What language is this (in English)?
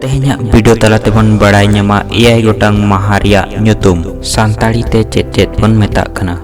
Santali